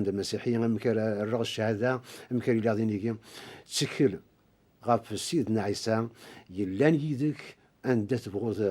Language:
Kabyle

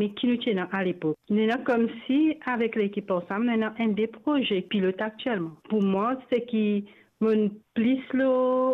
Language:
Morisyen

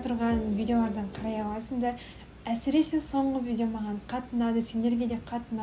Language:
Kazakh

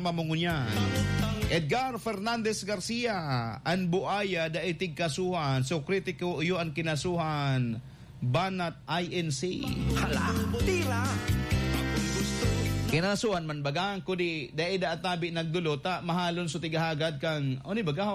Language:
Bikol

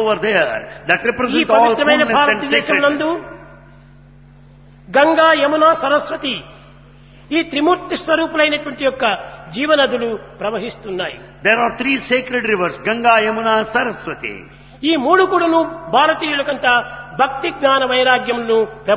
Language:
Telugu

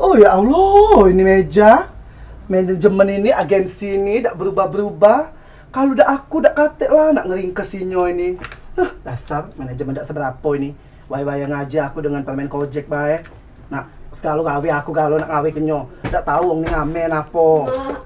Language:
Musi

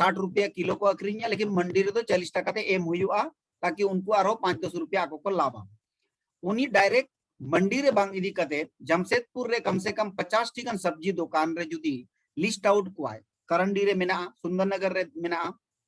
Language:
Santali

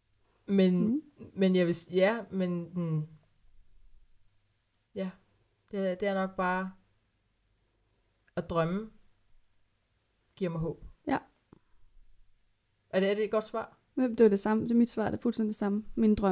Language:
Danish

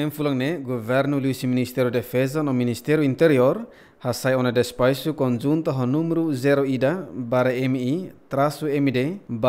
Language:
Tetum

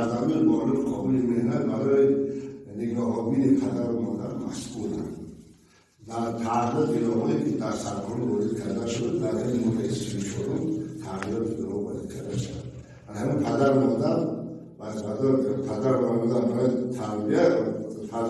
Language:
Tajik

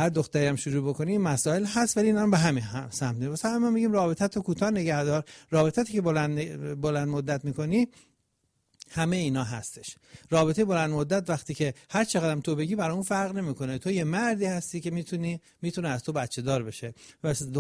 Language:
Persian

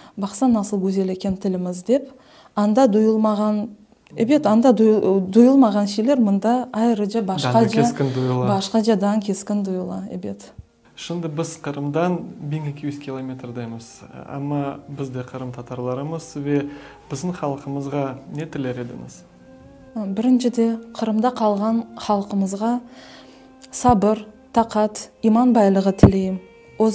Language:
Crimean Tatar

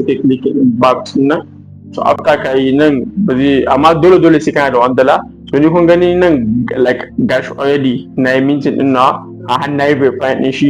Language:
Hausa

